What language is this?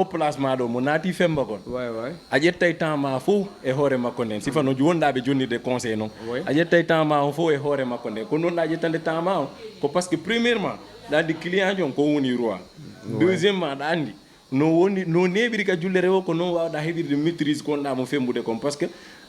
Fula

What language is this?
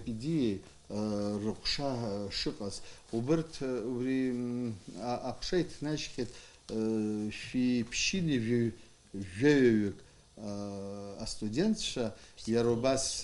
Abkhazian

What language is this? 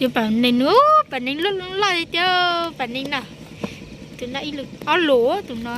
Hmong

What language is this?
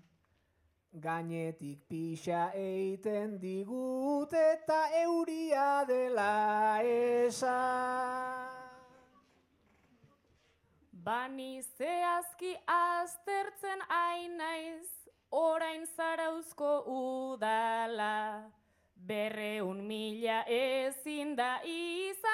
Basque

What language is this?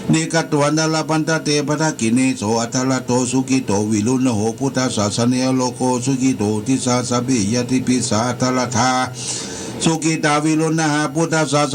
Pali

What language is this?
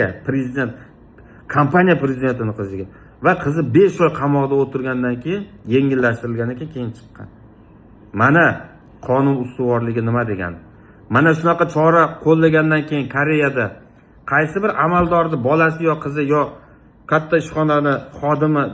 Uzbek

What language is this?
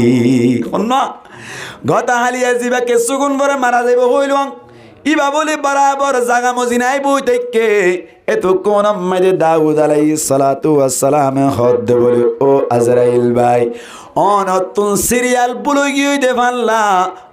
Rohingya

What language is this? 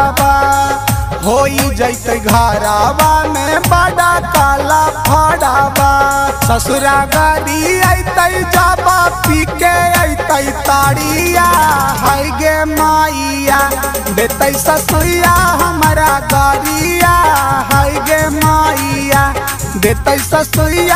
Bhojpuri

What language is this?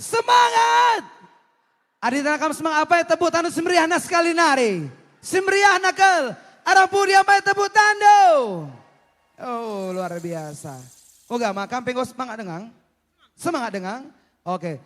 Batak Karo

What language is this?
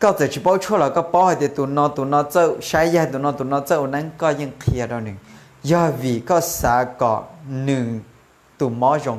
Hmong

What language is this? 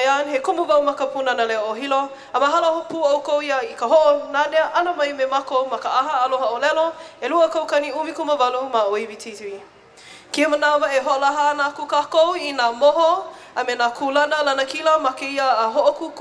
Hawaiian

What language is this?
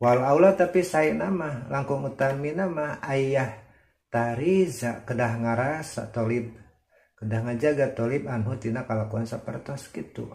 Sundanese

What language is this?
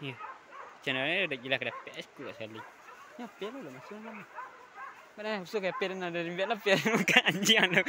Minangkabau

